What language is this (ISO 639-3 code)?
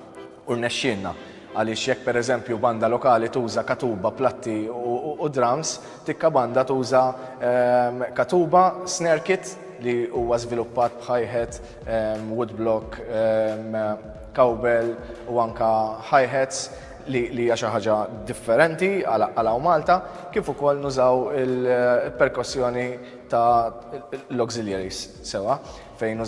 mlt